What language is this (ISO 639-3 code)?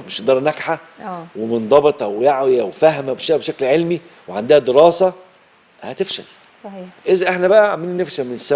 arz